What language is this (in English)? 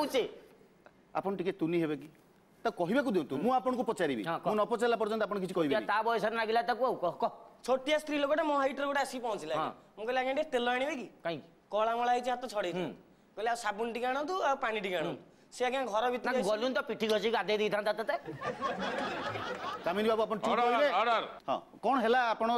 Odia